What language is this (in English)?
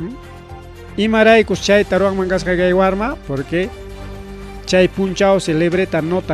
Ayacucho Quechua